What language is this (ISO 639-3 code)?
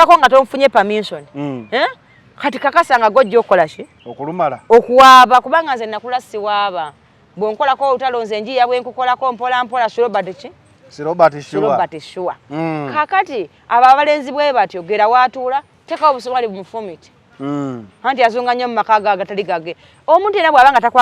lug